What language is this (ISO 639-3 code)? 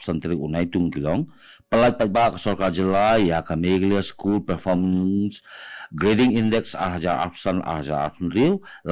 kha